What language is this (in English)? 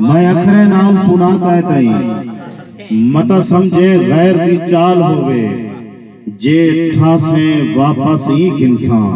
Saraiki